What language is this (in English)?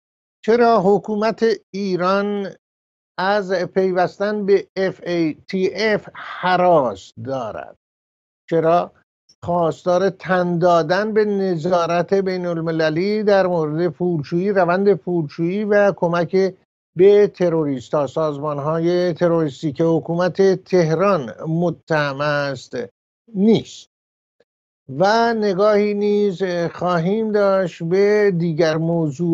Persian